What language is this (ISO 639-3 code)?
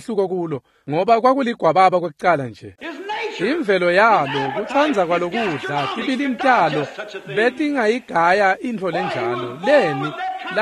ssw